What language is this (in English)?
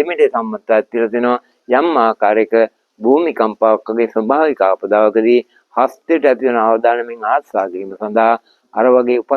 Sinhala